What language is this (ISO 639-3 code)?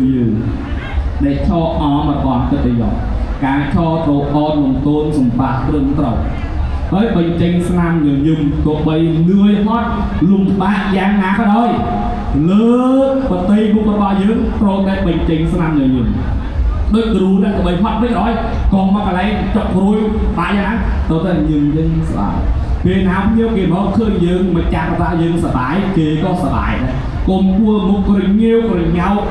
khm